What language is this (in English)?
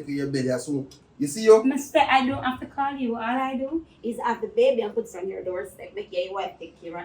Jamaican Creole English